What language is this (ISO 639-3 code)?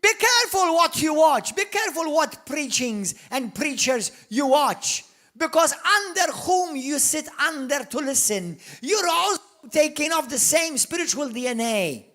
eng